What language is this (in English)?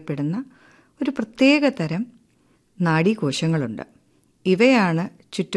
Malayalam